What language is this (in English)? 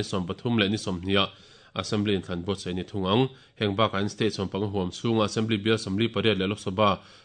Mizo